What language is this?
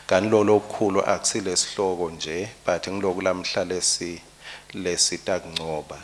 Swati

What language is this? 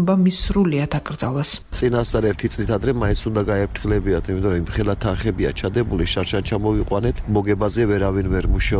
Georgian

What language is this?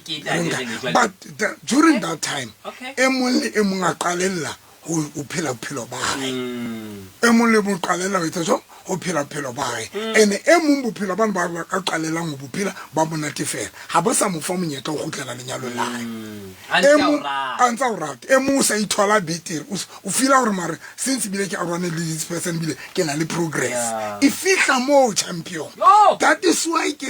Southern Sotho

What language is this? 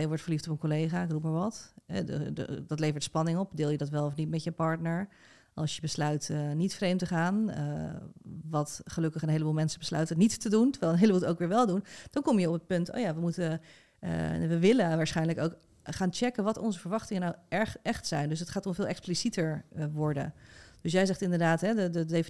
Dutch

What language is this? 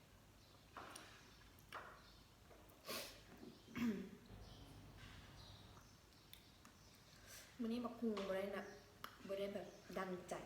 Lao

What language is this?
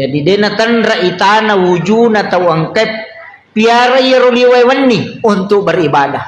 Buginese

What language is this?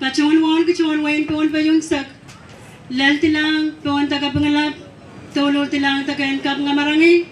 Pohnpeian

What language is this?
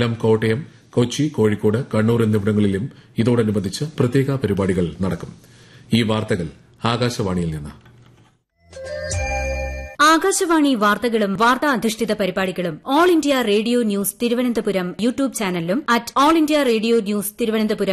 Malayalam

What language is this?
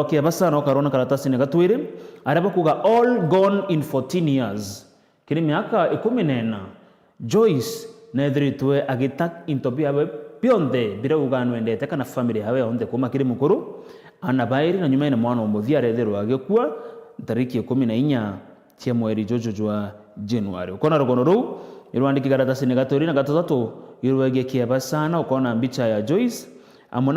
Meru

